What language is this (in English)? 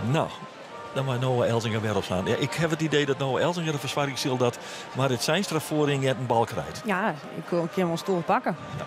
Western Frisian